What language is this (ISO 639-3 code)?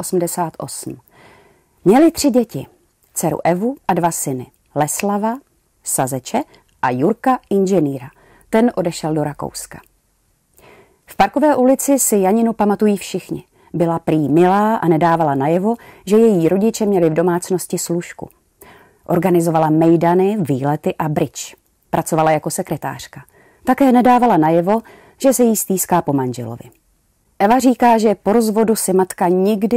ces